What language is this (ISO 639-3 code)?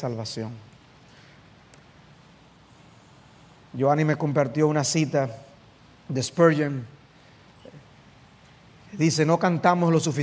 spa